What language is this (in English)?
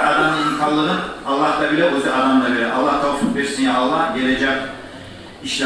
Kumyk